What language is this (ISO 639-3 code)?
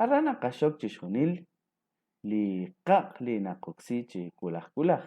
kek